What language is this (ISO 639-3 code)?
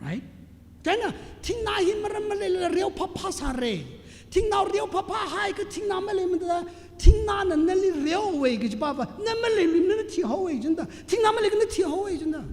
nmf